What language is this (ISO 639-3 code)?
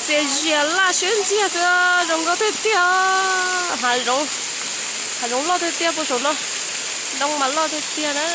hmn